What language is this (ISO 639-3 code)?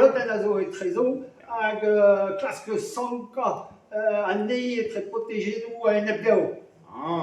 bre